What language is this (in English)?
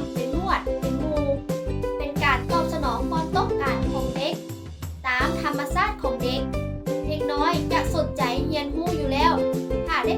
Lao